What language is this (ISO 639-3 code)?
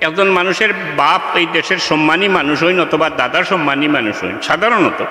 syl